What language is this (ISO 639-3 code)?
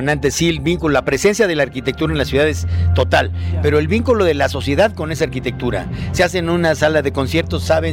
spa